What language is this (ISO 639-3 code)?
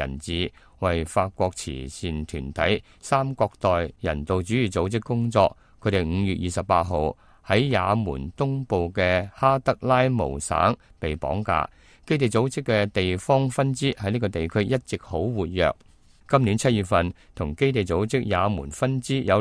yue